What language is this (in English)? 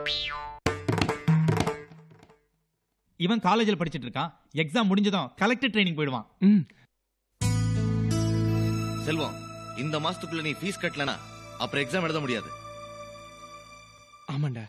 Tamil